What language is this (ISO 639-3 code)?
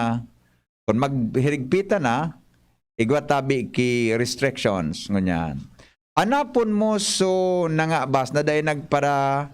bik